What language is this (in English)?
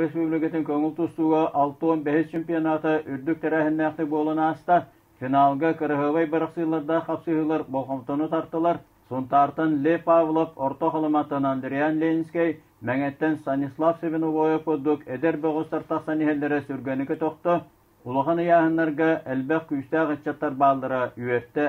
Yakut